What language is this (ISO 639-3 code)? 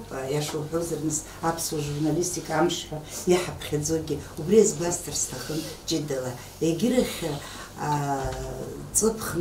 abk